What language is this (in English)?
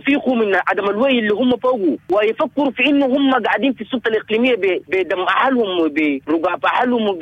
Sudanese Arabic